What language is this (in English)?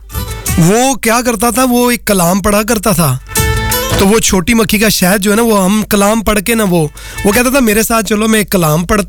Hindi